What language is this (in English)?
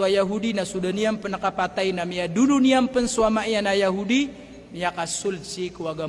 Maranao